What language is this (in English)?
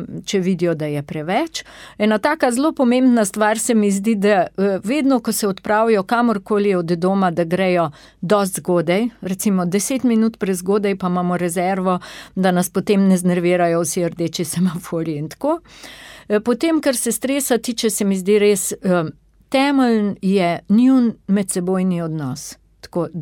Slovenian